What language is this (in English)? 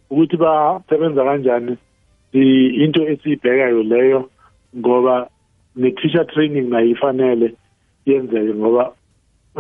South Ndebele